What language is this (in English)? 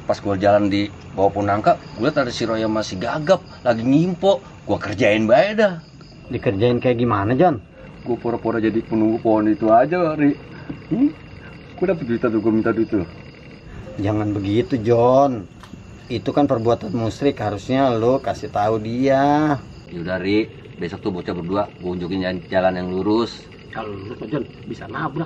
Betawi